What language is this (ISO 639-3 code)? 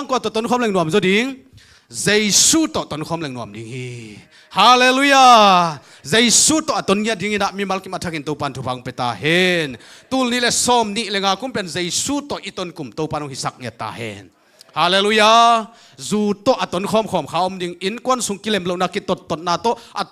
ctd